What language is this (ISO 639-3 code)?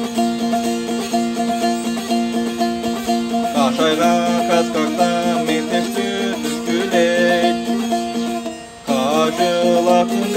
kaz